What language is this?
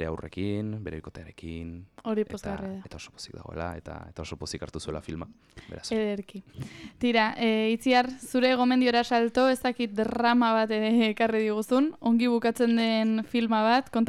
Basque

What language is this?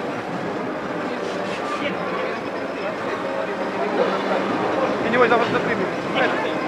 Russian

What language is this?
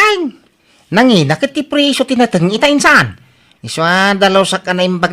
Iloko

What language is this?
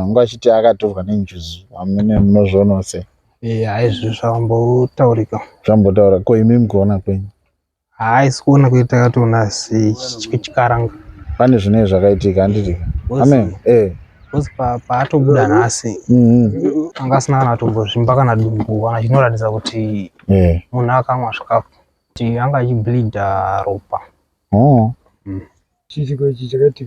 Shona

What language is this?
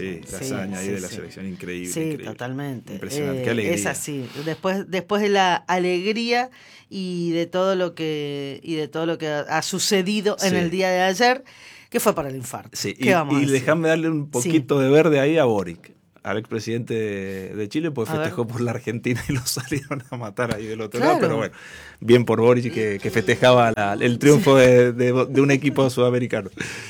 Spanish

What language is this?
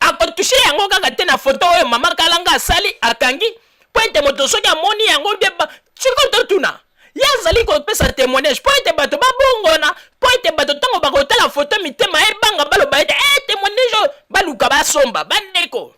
Lingala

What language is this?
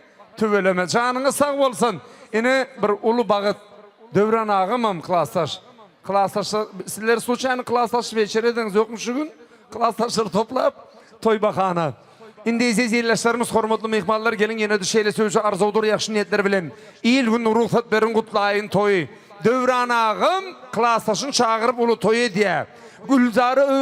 Turkmen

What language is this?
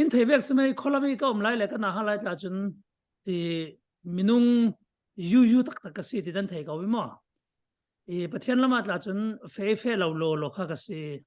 Falam Chin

